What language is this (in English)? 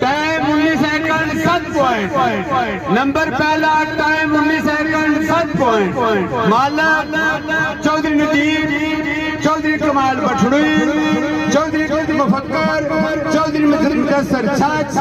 Pahari-Potwari